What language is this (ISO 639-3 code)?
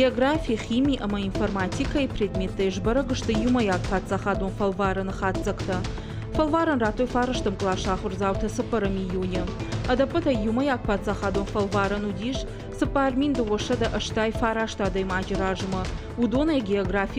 oss